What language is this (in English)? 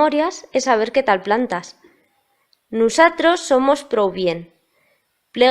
Aragonese